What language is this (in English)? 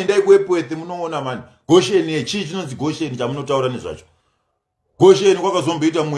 Shona